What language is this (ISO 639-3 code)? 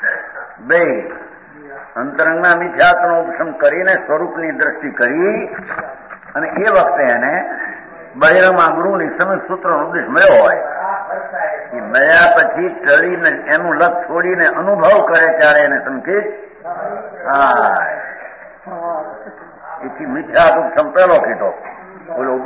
guj